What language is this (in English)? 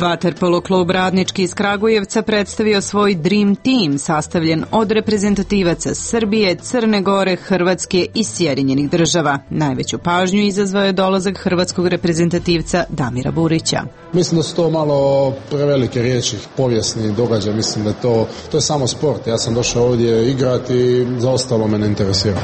Serbian